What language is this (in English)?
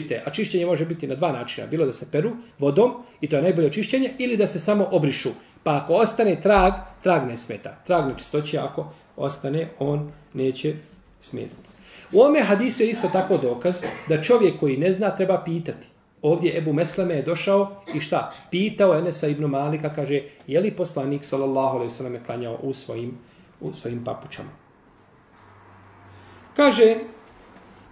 Bosnian